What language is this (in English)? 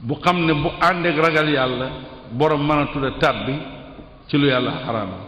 Wolof